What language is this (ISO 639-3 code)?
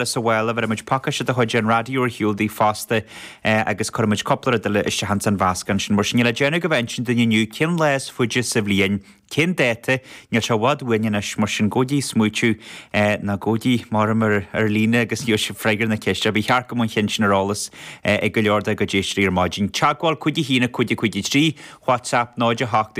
gle